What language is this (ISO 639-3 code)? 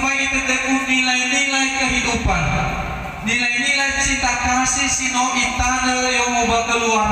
nia